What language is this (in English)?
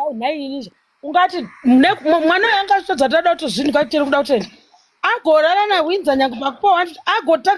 Shona